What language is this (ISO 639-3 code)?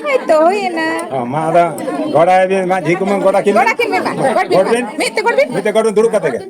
sat